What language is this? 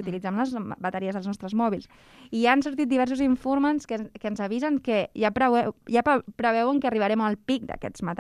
Catalan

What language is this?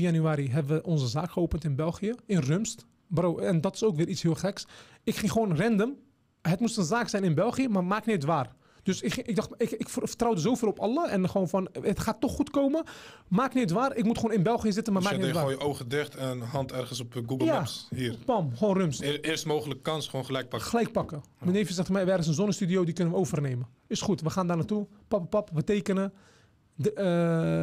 Dutch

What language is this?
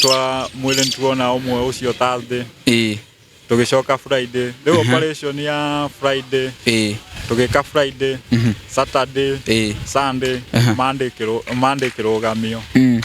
Kikuyu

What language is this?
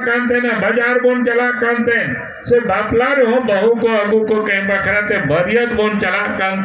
Santali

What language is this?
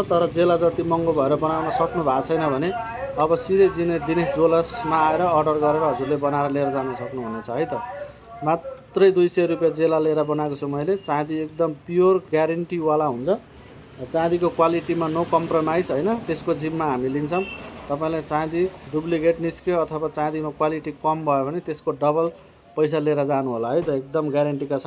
Nepali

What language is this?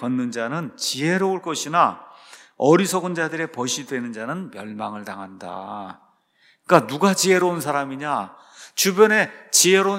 Korean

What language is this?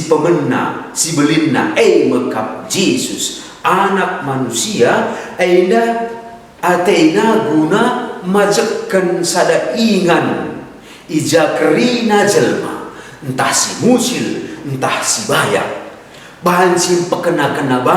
Batak Karo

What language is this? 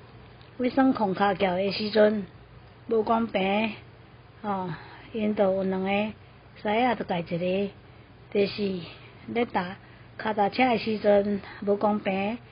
Min Nan Chinese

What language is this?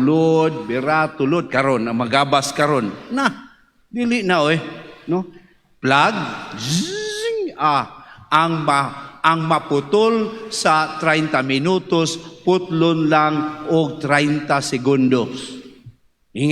Cebuano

